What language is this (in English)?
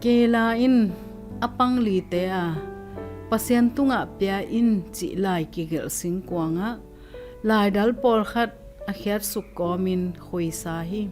Tedim Chin